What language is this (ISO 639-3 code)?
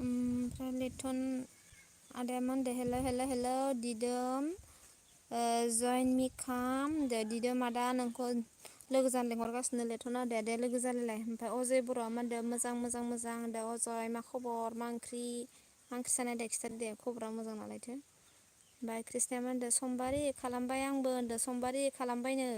brx